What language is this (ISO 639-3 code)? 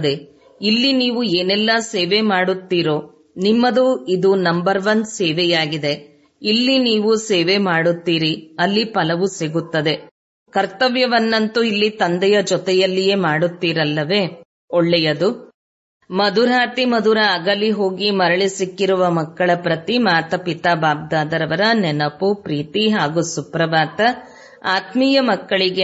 kan